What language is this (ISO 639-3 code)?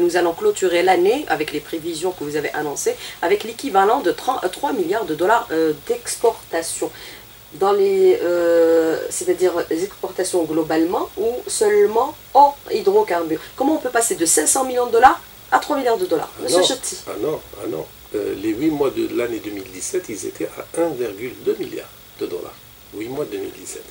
fra